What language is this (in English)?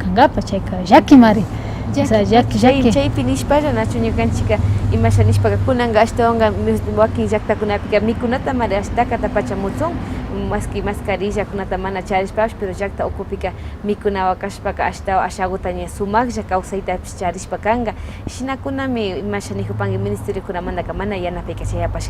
Imbabura Highland Quichua